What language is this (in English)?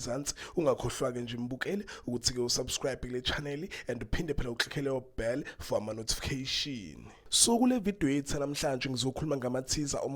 Zulu